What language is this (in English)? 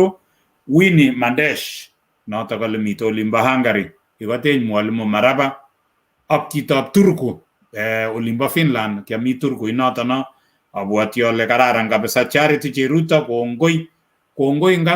Kalenjin